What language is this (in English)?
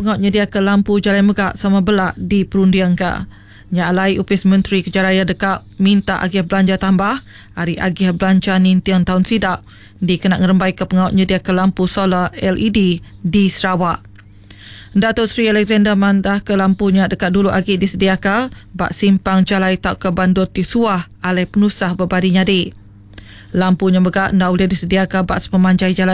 Iban